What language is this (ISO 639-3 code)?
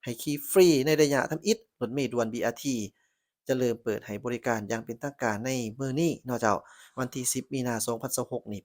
lao